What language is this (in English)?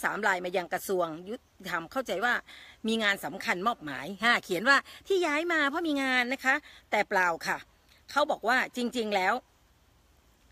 Thai